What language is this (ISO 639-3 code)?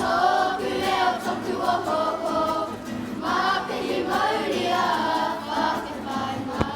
mri